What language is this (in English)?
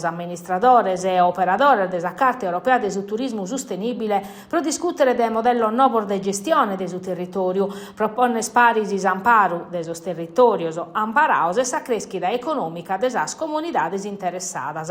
Sardinian